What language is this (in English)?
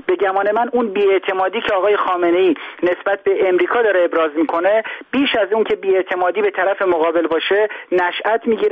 Persian